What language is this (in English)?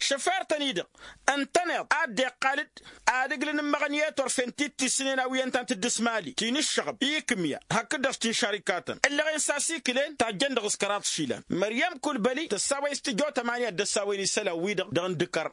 Tamasheq